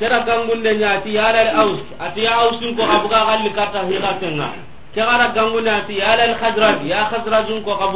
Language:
Soninke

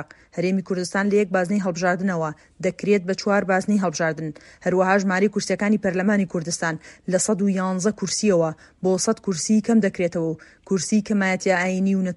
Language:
Central Kurdish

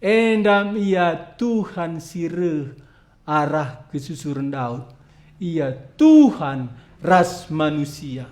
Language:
Batak Karo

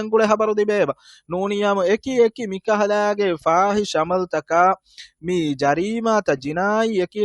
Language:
Divehi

